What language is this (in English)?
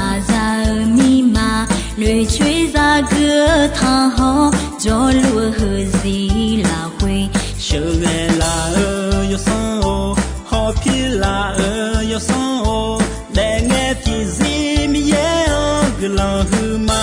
Akha